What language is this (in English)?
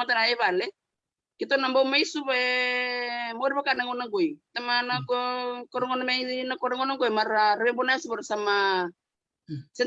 Fijian